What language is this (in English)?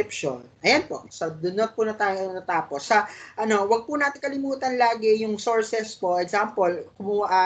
Filipino